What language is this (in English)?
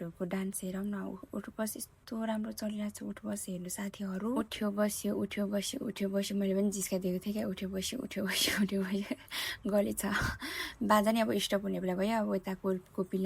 Nepali